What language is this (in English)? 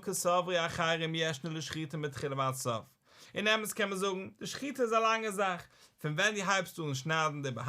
Yiddish